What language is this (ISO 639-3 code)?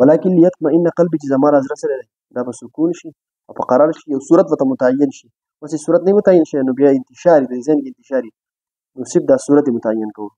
pus